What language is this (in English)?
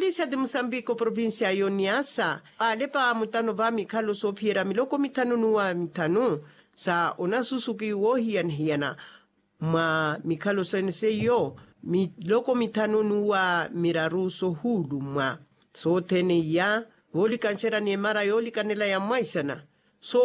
Makhuwa